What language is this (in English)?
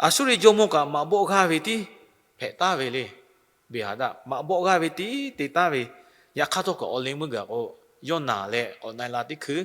Lahu